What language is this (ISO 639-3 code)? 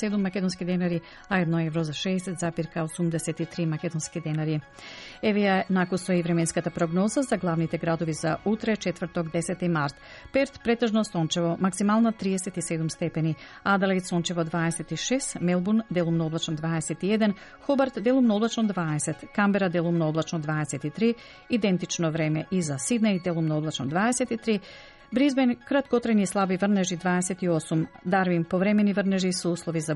mkd